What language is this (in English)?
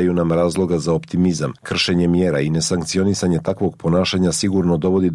Serbian